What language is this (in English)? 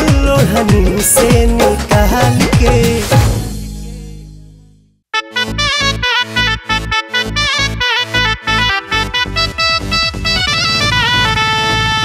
Bhojpuri